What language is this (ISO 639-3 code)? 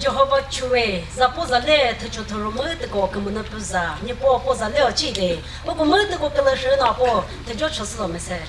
nri